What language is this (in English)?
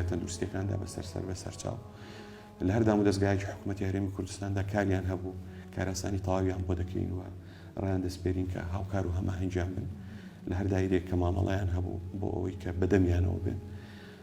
Central Kurdish